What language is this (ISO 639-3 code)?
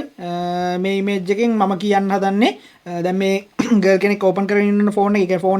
sin